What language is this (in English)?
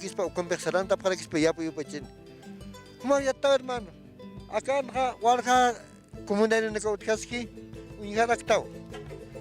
Aymara